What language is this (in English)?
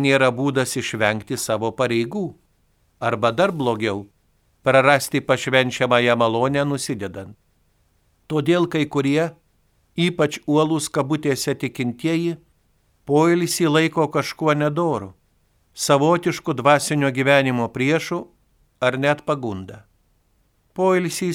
Lithuanian